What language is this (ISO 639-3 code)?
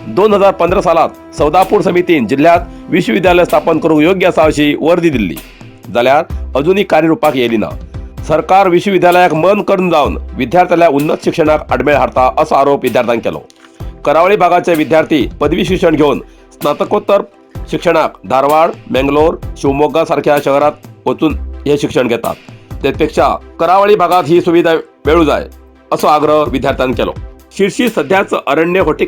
kok